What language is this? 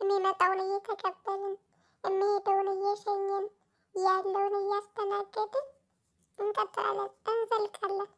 Amharic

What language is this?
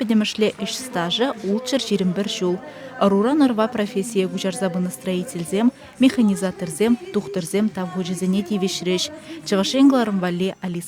Chuvash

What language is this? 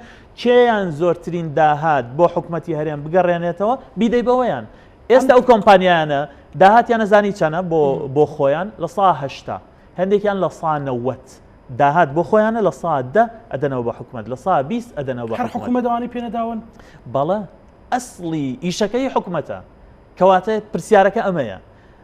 Central Kurdish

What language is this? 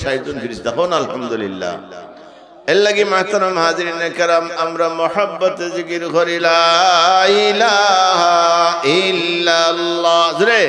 Sylheti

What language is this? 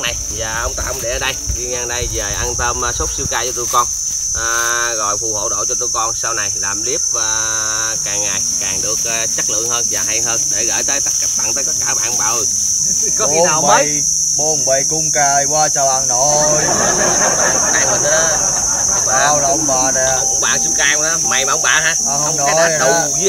Vietnamese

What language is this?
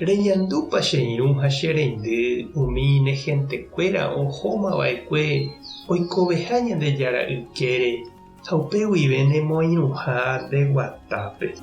Guarani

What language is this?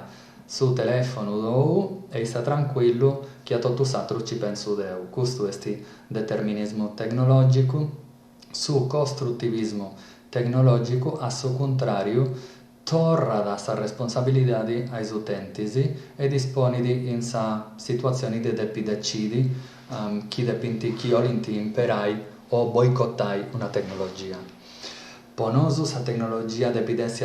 Sardinian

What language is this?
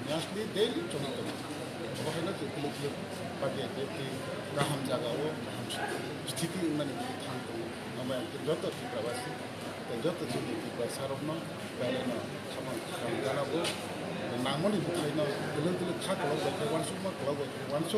Kok Borok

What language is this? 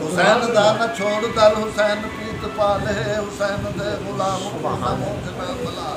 Saraiki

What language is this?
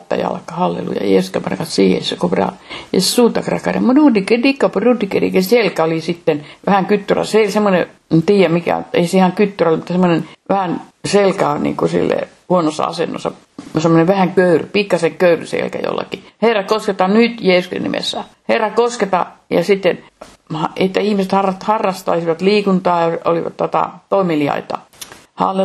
Finnish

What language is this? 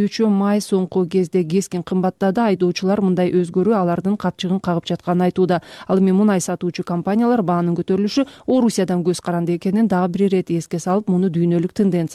Kyrgyz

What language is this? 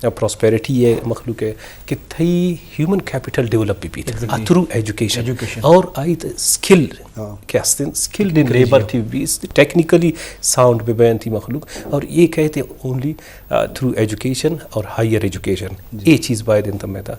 Eastern Balochi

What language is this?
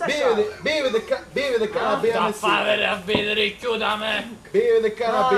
Sicilian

